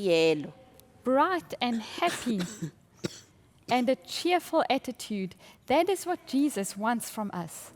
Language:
Zulu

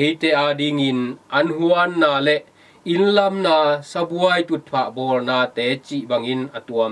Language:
Tedim Chin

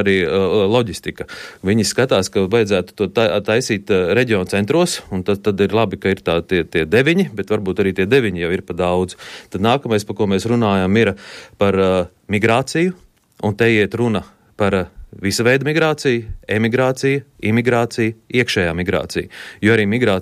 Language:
Latvian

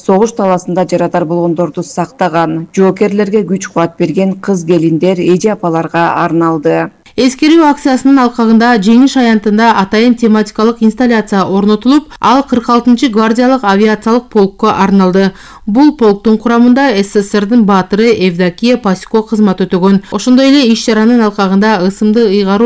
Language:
Kyrgyz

